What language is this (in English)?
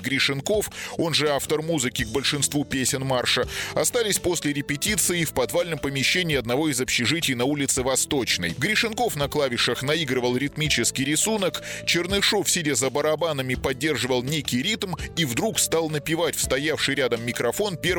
Russian